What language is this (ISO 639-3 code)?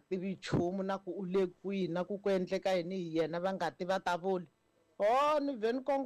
tso